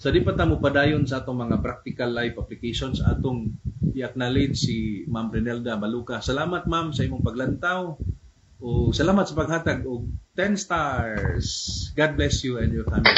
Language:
Cebuano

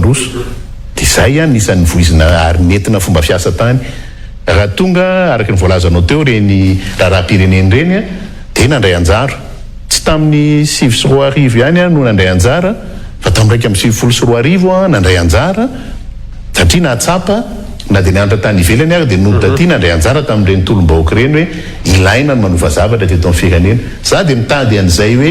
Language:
Malagasy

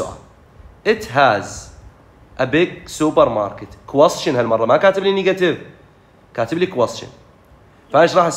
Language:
Mesopotamian Arabic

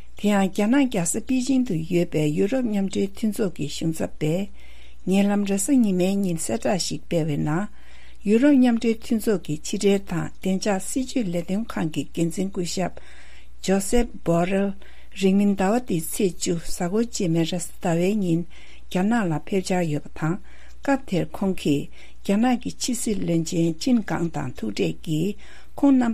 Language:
Tibetan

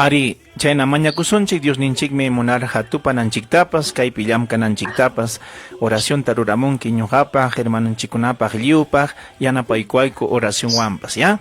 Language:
Ayacucho Quechua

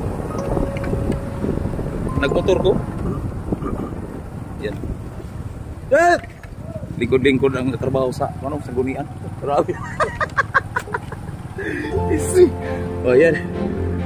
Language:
Filipino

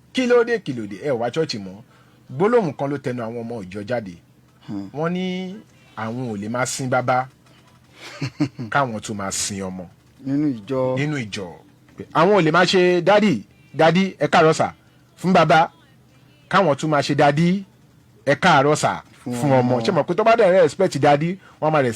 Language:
Yoruba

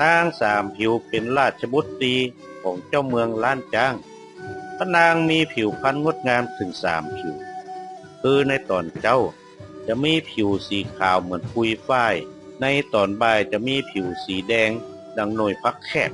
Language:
Northern Thai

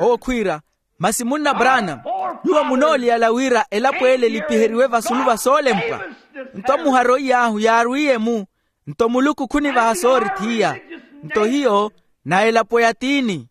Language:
Makhuwa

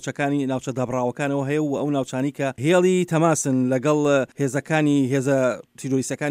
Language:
Central Kurdish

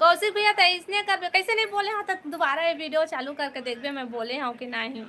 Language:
Chhattisgarhi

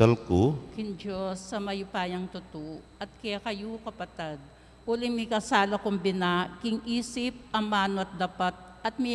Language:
Pampanga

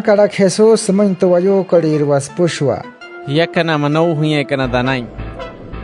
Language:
Wayuu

